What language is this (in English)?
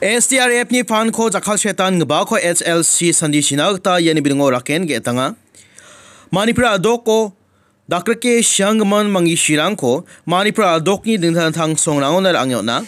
Garo